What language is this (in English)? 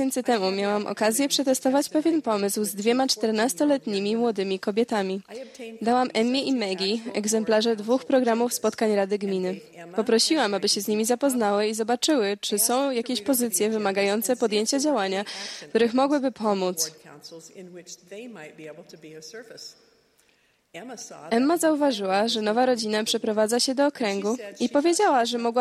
Polish